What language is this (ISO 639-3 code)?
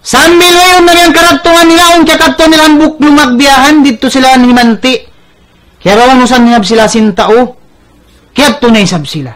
tsg